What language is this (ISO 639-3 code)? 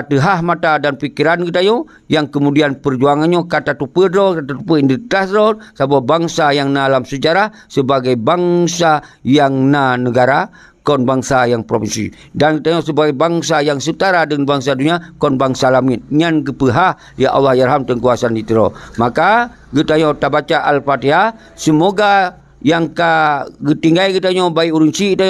ace